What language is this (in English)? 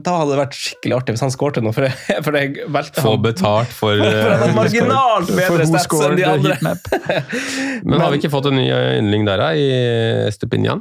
Norwegian